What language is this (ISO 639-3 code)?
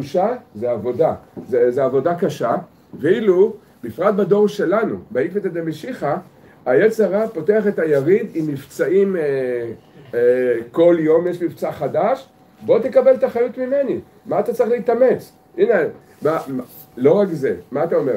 heb